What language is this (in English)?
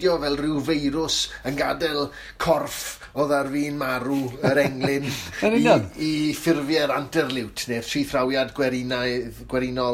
Welsh